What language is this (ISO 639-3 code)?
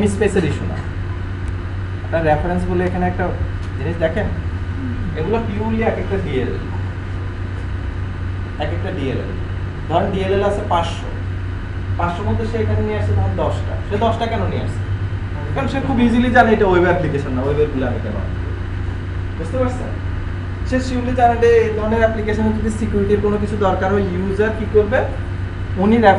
ben